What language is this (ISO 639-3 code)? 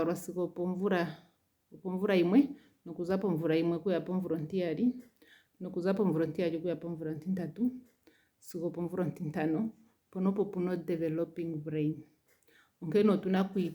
ndo